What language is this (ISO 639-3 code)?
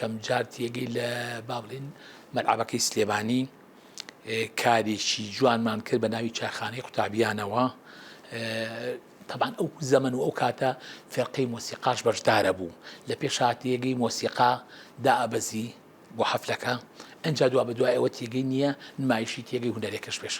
ckb